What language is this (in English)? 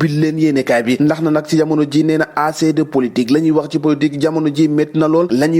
Wolof